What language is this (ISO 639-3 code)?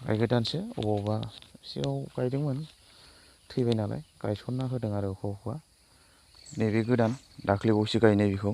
brx